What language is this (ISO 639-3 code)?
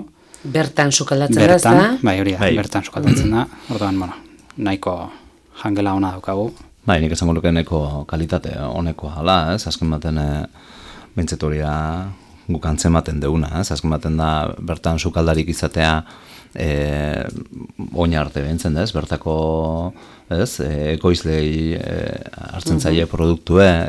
eus